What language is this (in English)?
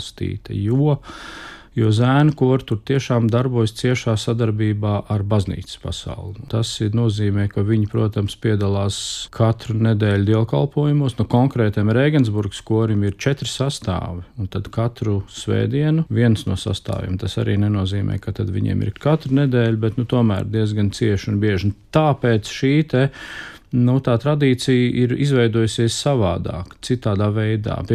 Latvian